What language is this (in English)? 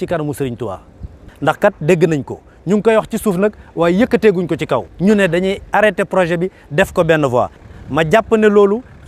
Wolof